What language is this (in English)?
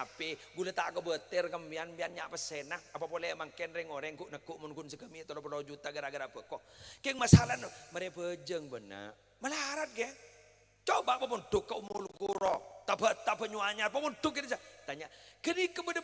Madurese